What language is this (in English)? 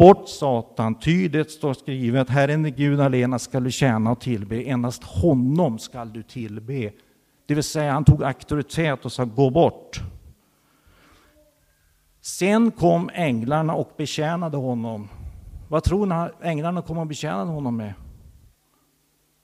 Swedish